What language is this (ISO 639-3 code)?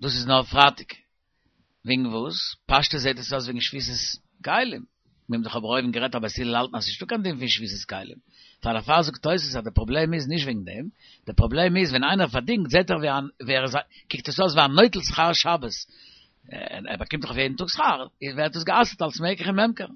yid